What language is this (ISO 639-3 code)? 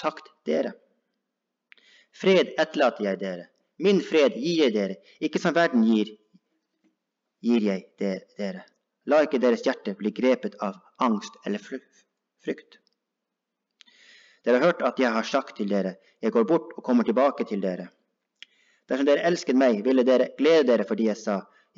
nor